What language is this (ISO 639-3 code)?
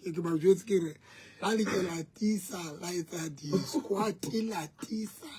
sot